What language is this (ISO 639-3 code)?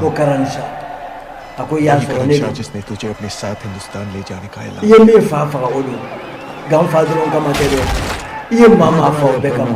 bam